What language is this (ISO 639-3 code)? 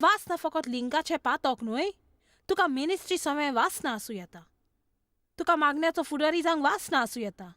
kok